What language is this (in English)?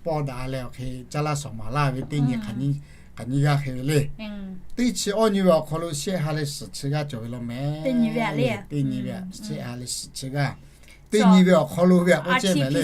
Lahu